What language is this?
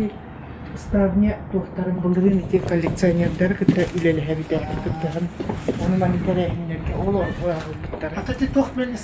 Yakut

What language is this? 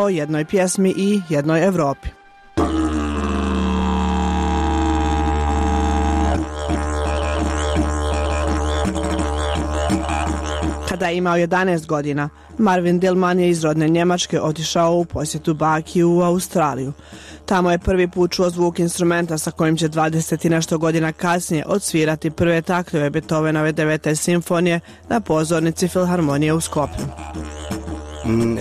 Bosnian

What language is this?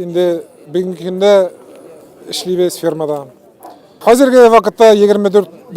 Tatar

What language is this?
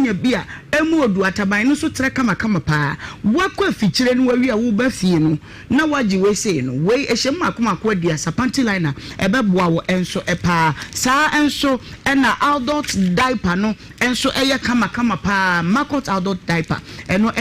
Akan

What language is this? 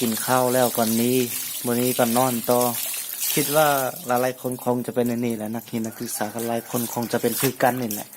Lao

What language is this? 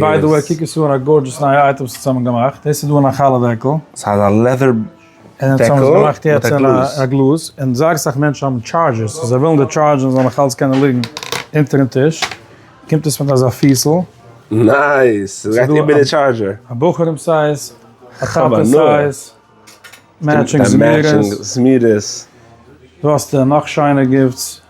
Yiddish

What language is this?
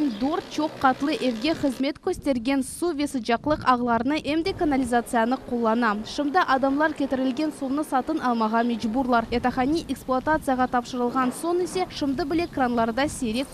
Crimean Tatar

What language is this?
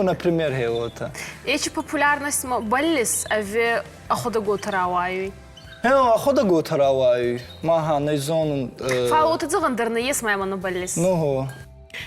Ossetic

